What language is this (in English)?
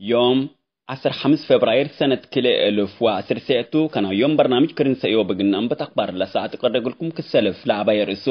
Tigre